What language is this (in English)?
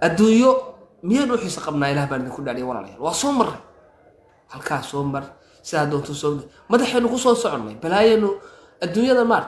Somali